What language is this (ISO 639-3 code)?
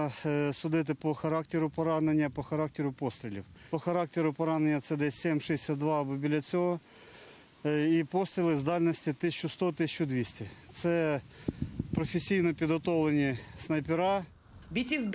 ukr